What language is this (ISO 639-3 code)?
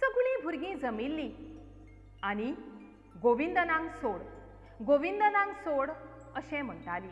kok